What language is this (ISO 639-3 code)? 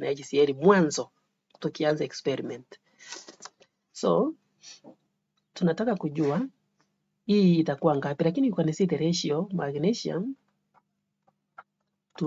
swa